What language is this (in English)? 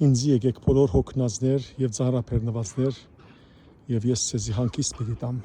Western Armenian